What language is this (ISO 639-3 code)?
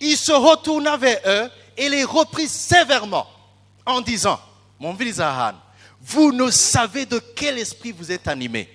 run